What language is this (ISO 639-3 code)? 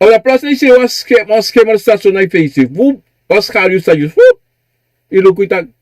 srn